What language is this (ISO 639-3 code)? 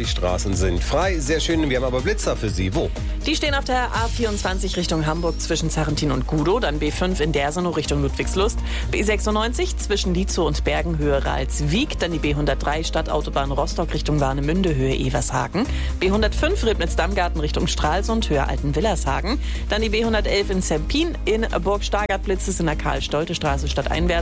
deu